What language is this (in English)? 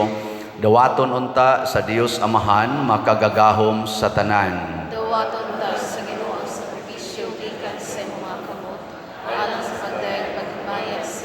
Cebuano